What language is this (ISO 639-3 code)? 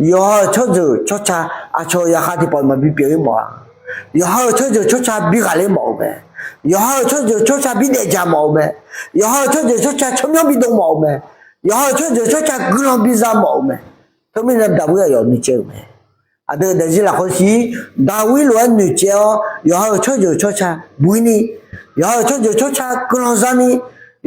ahk